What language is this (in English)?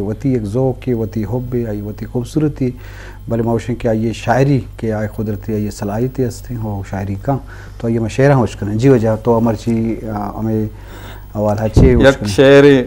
Eastern Balochi